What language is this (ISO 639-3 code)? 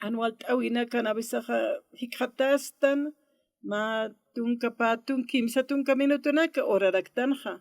aym